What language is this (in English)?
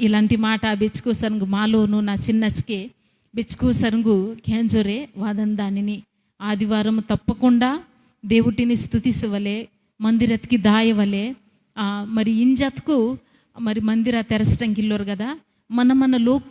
Koya